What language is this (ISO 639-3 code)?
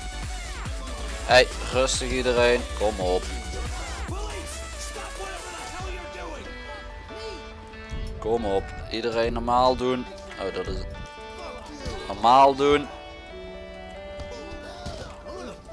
nld